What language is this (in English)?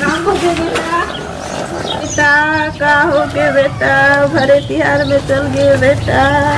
Chhattisgarhi